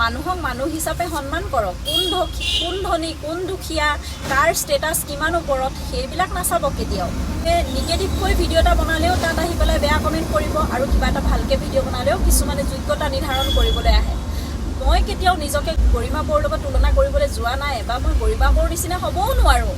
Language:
Assamese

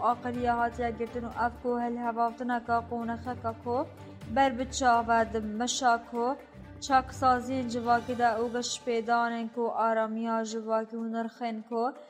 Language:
Kurdish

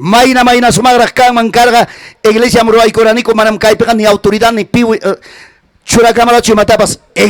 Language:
Ayacucho Quechua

